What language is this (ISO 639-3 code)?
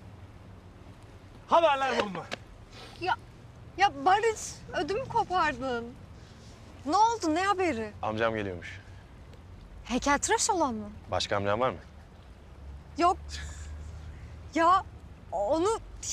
tur